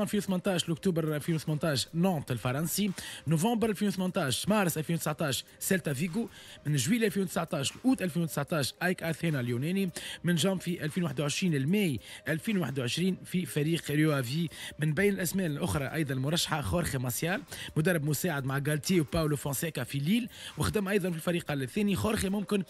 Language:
Tunisian Arabic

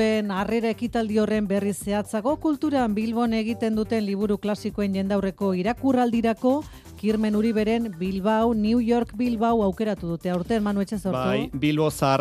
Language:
Basque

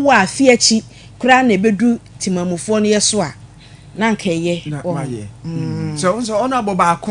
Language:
Akan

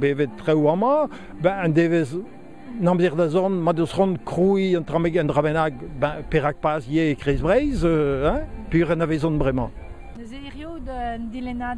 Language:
Breton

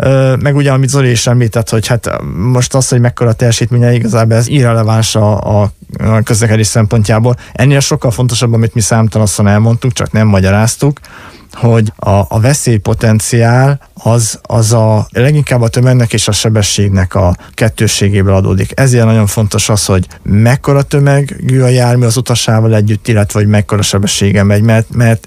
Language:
Hungarian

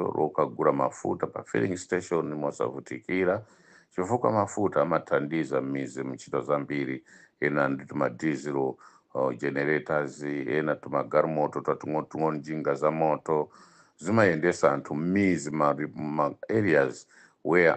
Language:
Nyanja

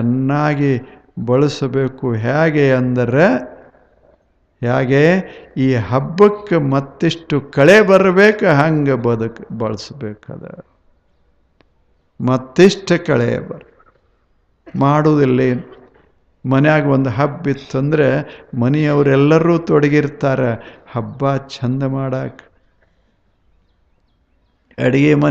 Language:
Kannada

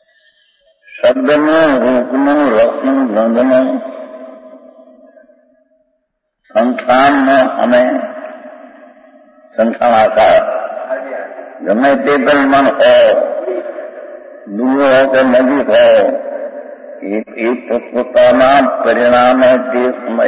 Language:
Gujarati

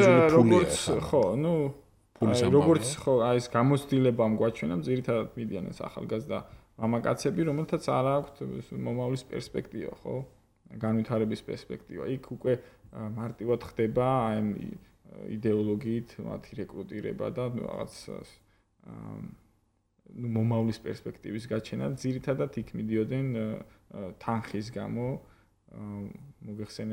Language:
Georgian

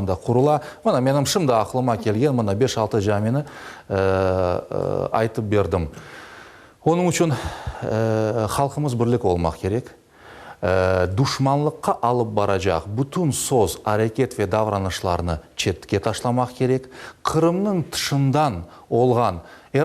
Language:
Crimean Tatar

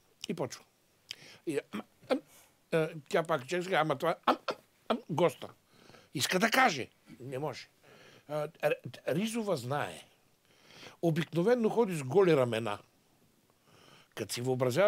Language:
Bulgarian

